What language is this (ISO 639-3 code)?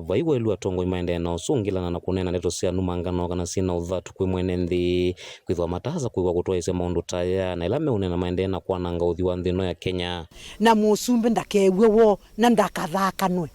kam